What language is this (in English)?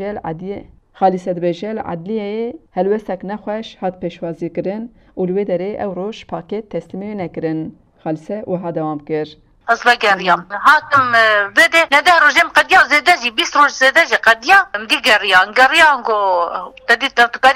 Kurdish